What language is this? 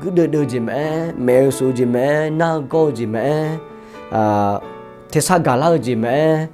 Akha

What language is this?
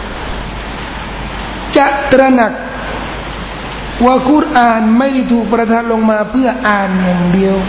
Thai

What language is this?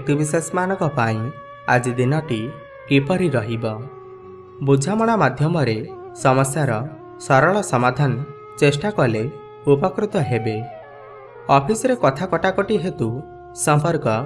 Odia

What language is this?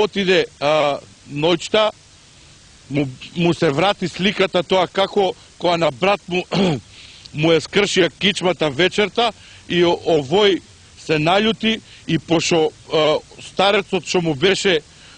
Macedonian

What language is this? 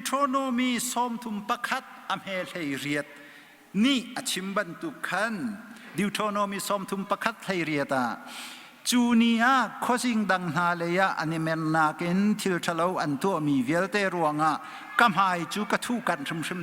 Hakha Chin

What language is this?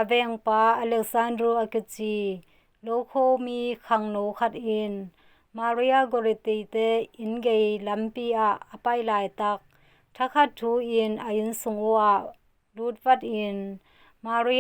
Tedim Chin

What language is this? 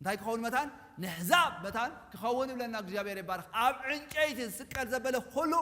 Tigrinya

